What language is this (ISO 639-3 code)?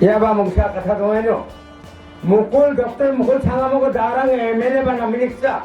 grt